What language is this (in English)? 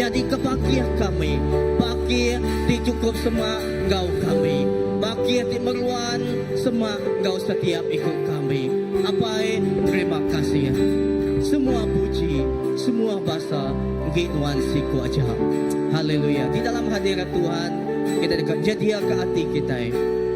Iban